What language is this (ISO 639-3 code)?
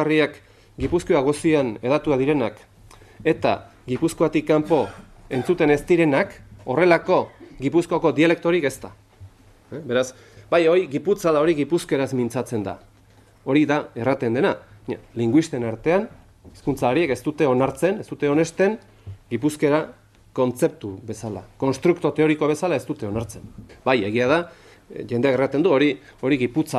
eus